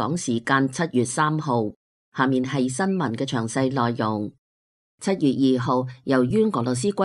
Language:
Cantonese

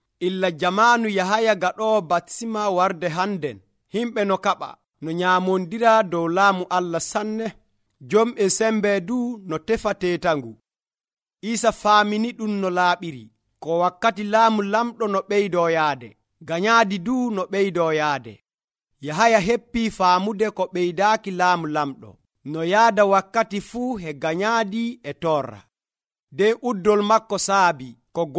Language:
Nigerian Fulfulde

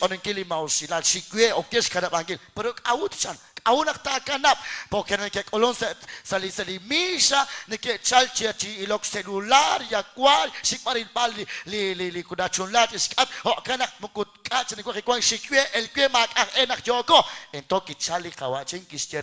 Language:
Kekchí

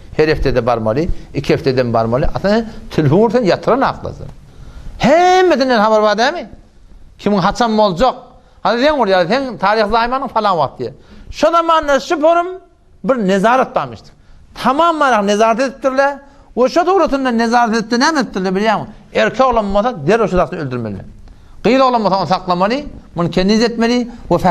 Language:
Turkmen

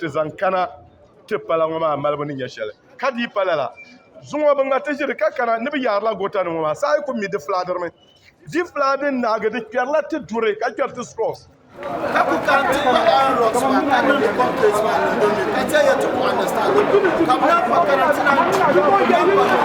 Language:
Dagbani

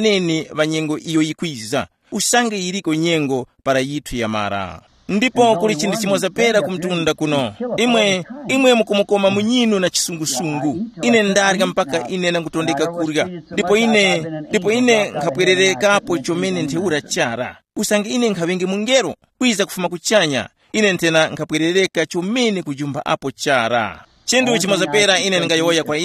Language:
Tumbuka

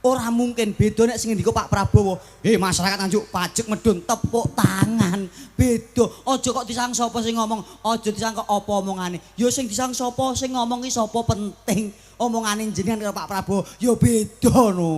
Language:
Javanese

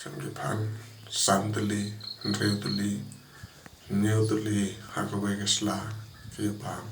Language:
Khasi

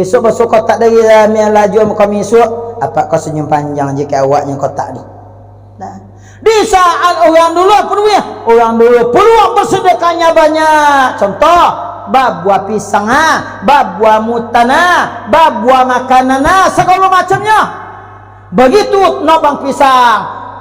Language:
Minangkabau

